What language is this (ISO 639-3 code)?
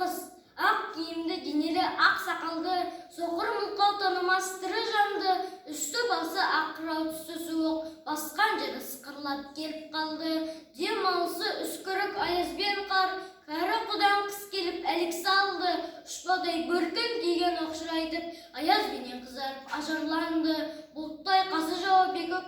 kaz